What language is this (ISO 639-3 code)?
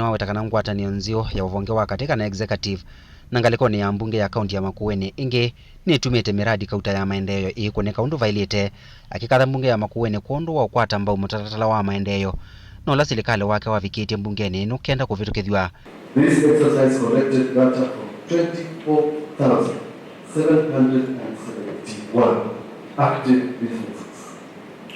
kam